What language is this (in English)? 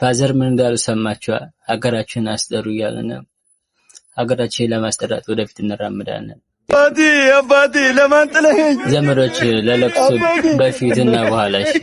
Amharic